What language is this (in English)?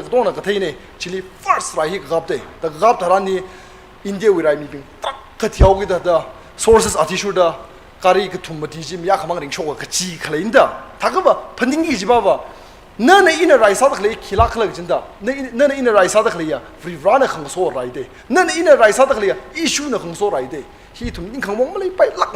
Tangkhul Naga (India)